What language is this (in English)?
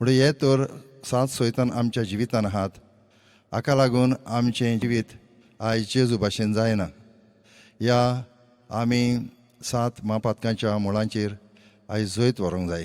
Konkani